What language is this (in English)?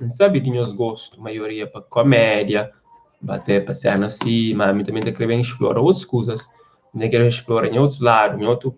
Kabuverdianu